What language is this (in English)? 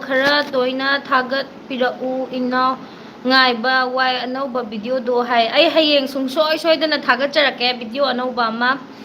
Manipuri